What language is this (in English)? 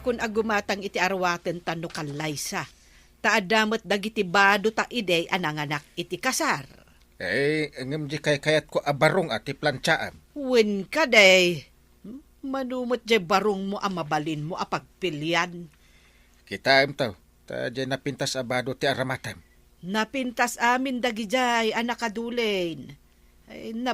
Iloko